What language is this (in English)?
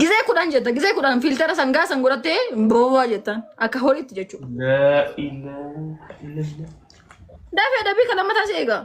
Oromo